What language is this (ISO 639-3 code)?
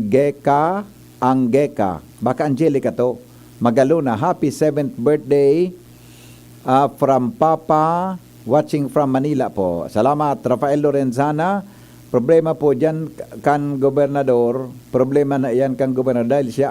bik